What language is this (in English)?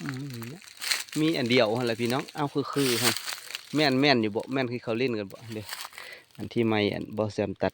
Lao